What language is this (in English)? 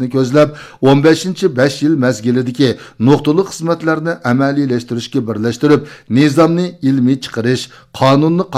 Uyghur